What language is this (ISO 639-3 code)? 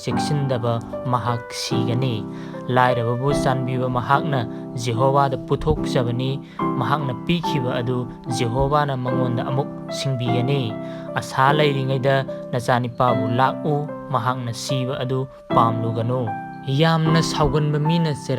mni